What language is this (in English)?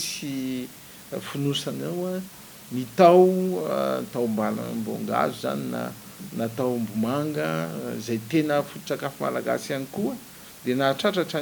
Malagasy